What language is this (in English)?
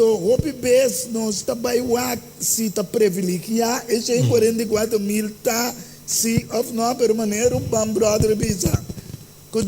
Papiamento